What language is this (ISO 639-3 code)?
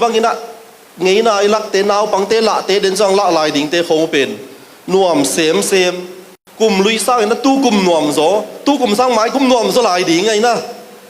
ctd